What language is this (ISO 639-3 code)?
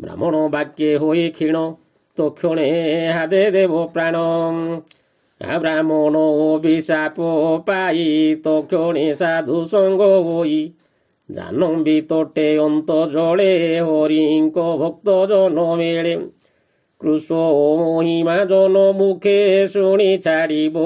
ori